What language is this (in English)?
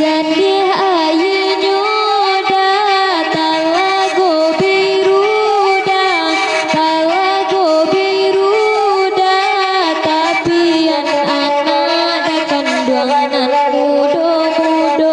Minangkabau